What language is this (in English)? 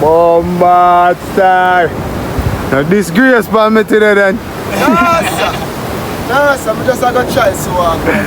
Jamaican Creole English